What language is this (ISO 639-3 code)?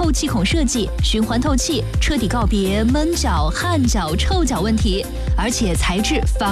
zho